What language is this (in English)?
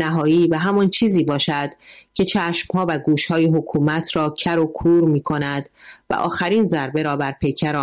Persian